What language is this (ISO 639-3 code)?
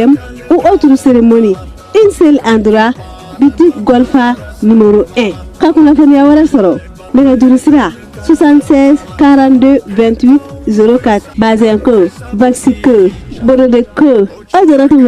bam